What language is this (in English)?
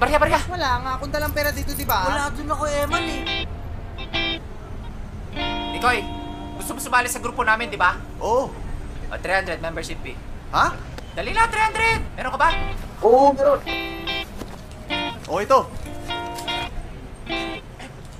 Filipino